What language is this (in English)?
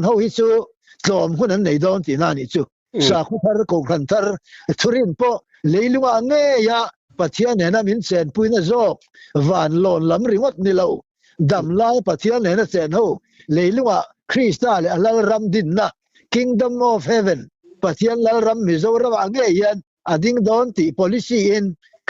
Mizo